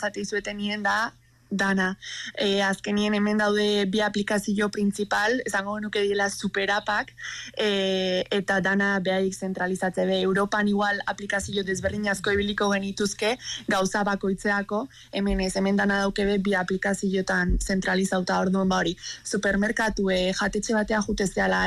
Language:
Basque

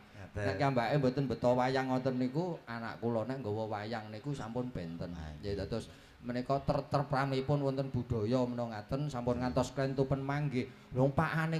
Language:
Javanese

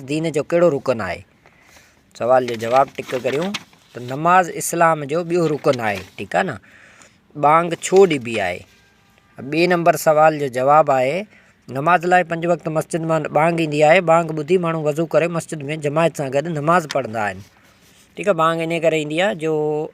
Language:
Sindhi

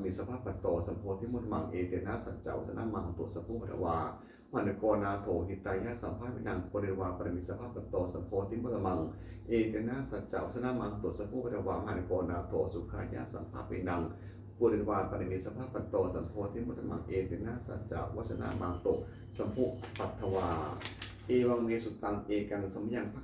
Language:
Pali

